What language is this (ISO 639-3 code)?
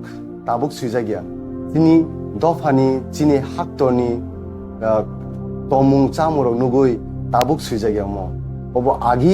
trp